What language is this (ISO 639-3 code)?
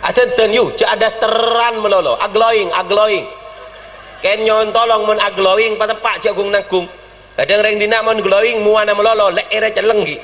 mad